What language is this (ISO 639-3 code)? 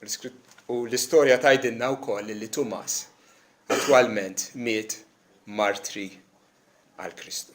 mlt